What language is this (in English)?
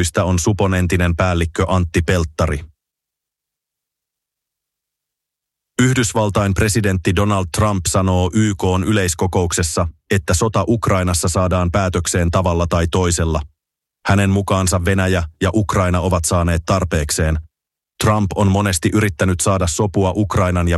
Finnish